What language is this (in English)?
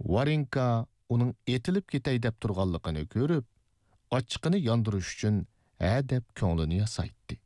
Uyghur